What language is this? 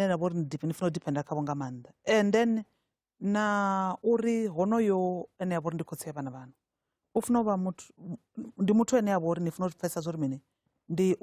Venda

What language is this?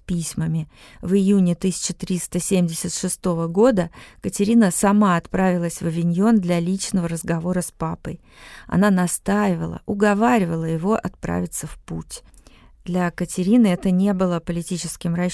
Russian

